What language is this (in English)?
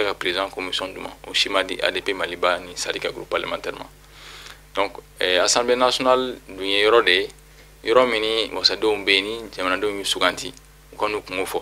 Bambara